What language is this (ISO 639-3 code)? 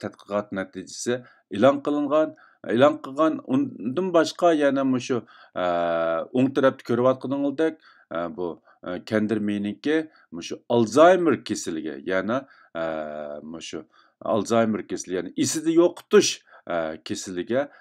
uig